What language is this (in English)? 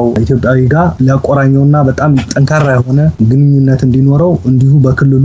Amharic